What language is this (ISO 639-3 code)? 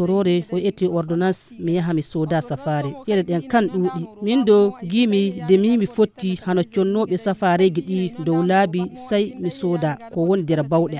fuv